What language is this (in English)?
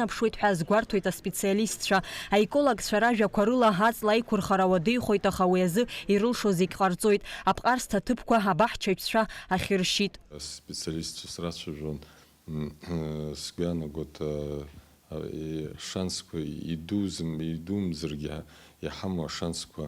Abkhazian